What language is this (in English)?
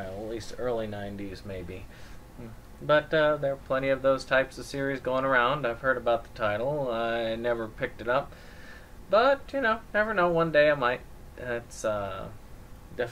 English